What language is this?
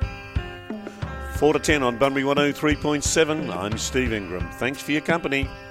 English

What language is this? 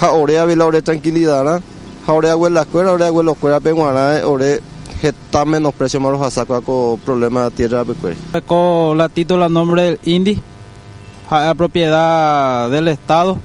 Guarani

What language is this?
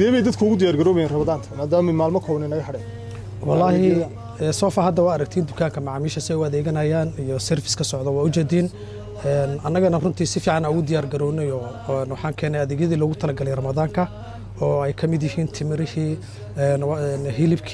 Somali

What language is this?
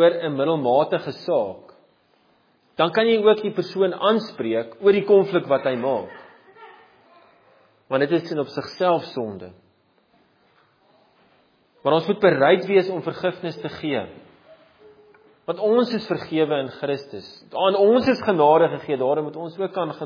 Afrikaans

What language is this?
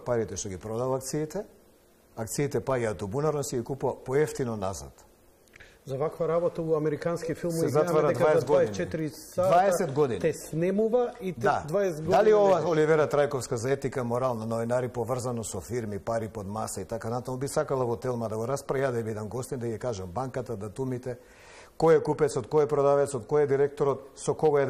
Macedonian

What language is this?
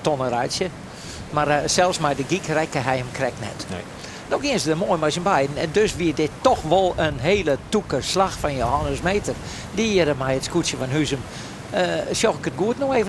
Western Frisian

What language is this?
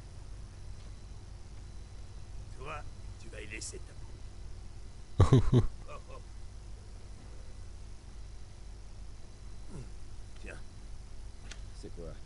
French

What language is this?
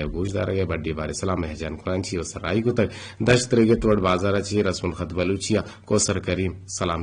Eastern Balochi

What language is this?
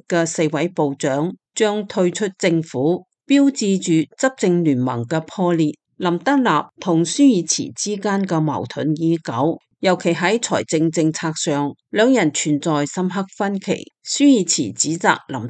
Cantonese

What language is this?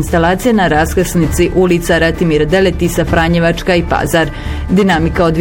Bosnian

